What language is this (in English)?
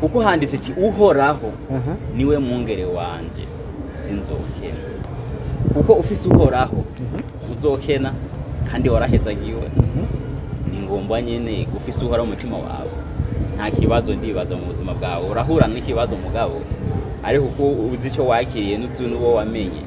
Rundi